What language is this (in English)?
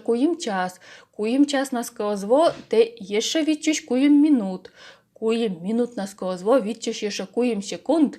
Komi